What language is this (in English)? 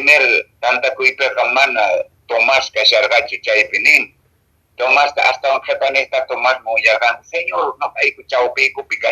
Quechua